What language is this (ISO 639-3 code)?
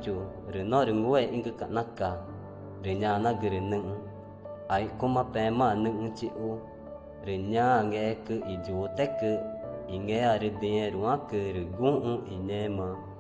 tca